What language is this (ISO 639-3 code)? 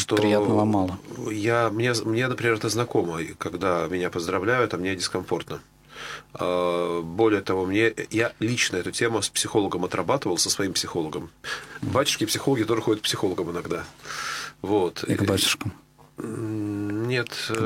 rus